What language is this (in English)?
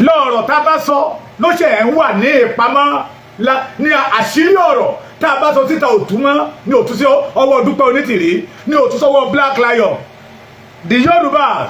Yoruba